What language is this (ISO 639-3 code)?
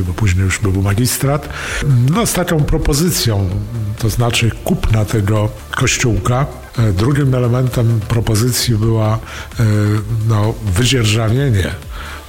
pol